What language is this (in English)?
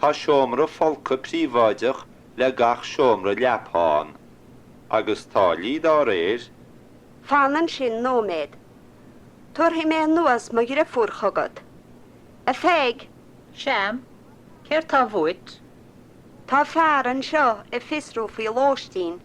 Irish